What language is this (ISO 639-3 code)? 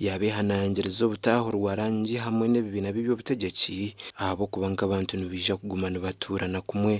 nyn